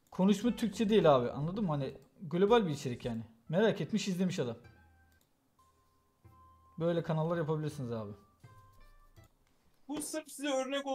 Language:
Turkish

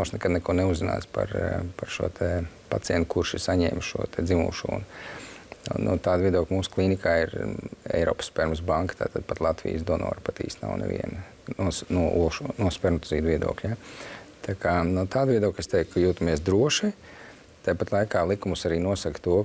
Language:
Latvian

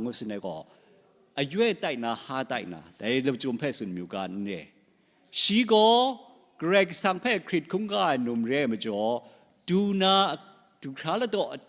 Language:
Kachin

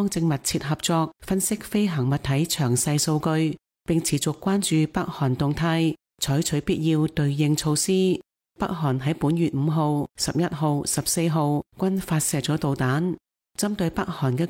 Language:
Cantonese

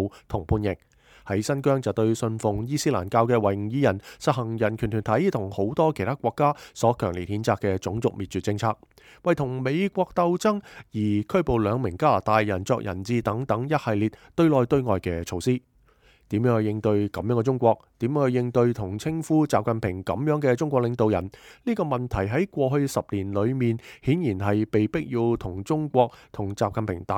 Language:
Cantonese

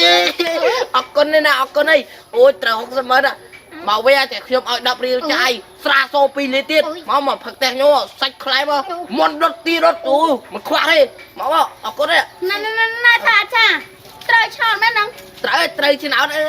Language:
Khmer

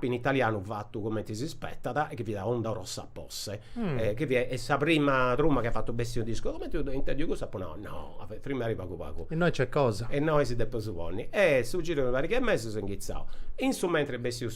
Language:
Sardinian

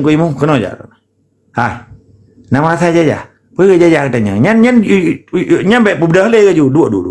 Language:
Achinese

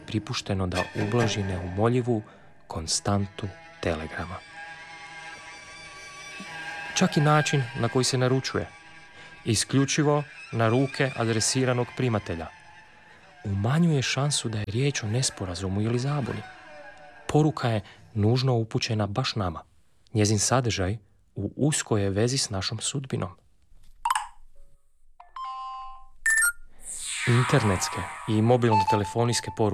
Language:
Croatian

